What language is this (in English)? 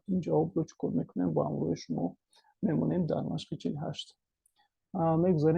Tajik